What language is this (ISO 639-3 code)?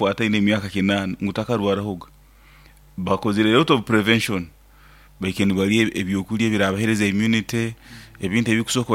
nyo